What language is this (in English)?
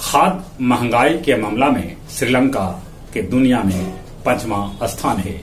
Magahi